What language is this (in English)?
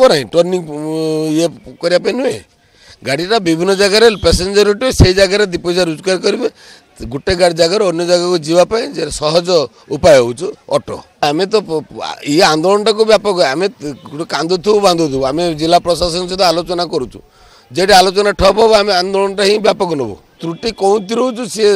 Odia